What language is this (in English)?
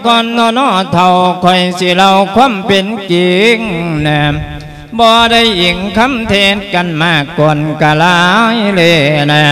Lao